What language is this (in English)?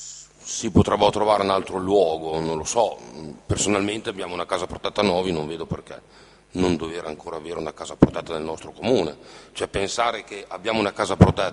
Italian